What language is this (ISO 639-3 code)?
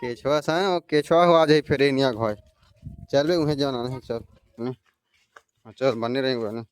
hne